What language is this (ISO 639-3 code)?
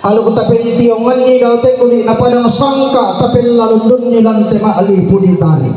sda